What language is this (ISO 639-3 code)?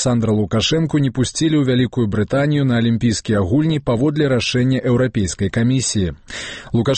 bel